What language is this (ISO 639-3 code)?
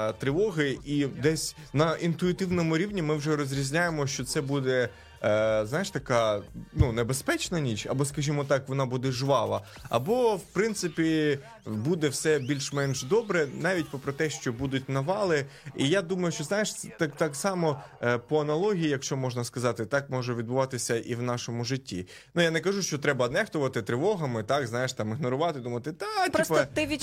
ukr